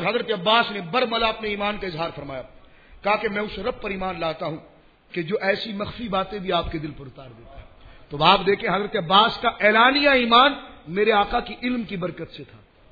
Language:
Urdu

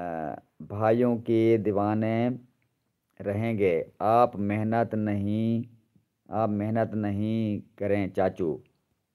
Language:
Saraiki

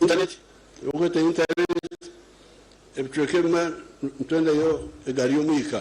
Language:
Nyankole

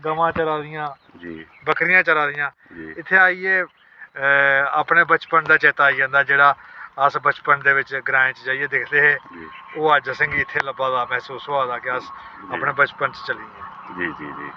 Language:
Dogri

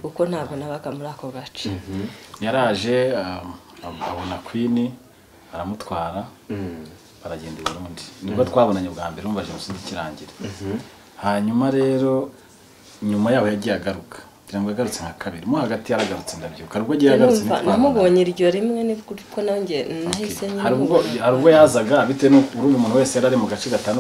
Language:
Kinyarwanda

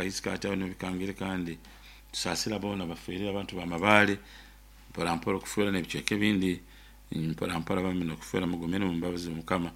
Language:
Nyoro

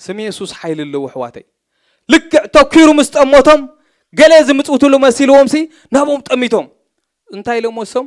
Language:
Tigrinya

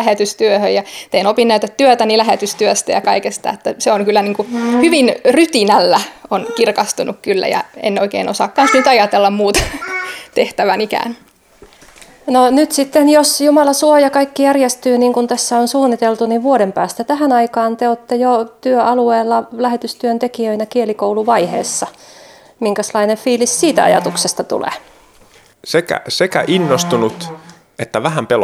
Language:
Finnish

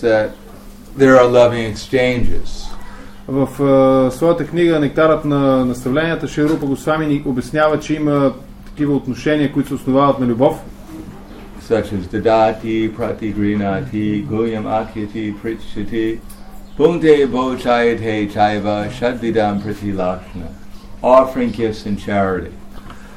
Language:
Bulgarian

